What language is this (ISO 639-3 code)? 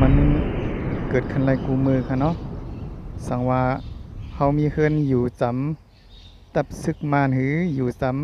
shn